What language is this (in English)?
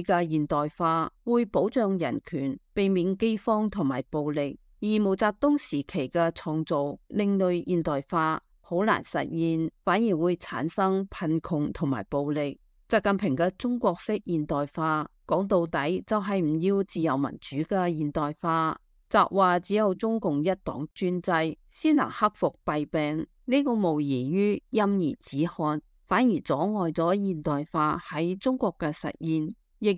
Cantonese